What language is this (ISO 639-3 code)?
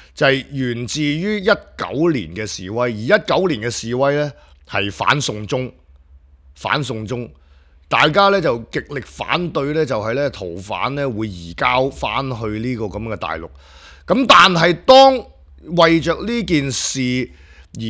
yue